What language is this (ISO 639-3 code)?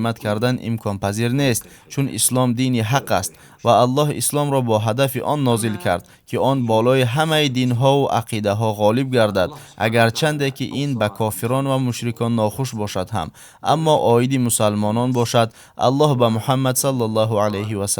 tgk